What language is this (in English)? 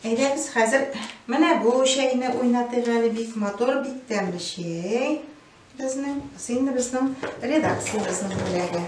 Tatar